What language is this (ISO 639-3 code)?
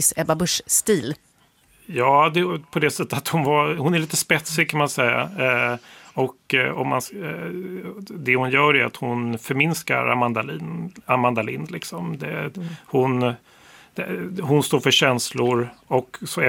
swe